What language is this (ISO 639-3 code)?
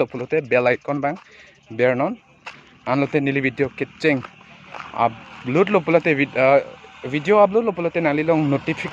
mjw